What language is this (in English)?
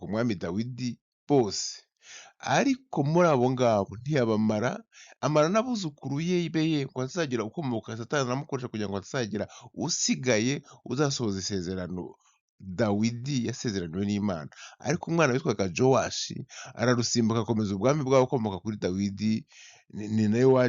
Kinyarwanda